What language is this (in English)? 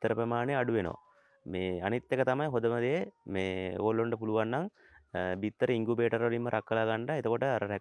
Sinhala